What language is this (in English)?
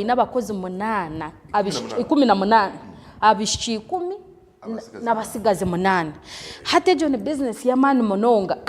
Nyankole